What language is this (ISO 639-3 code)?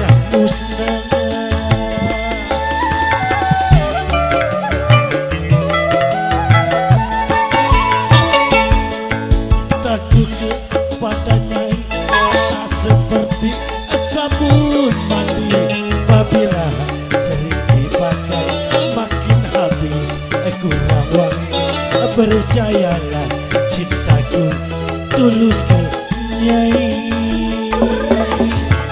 ind